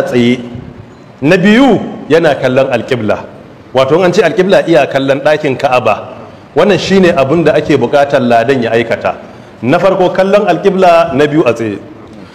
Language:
Hausa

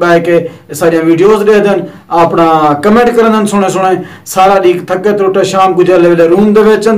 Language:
Saraiki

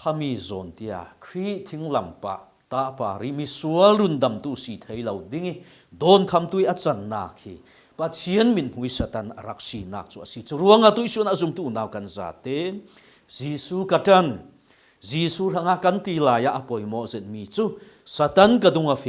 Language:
Falam Chin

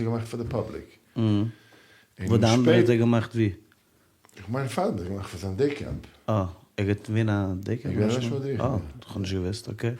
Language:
Yiddish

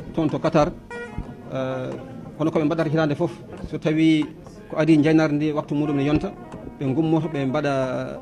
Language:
Fula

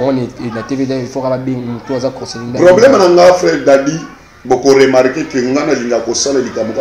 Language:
Lingala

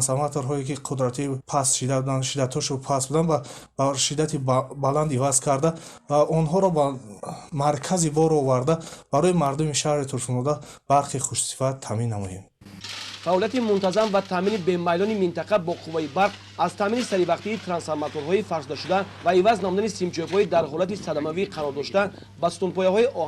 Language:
Tajik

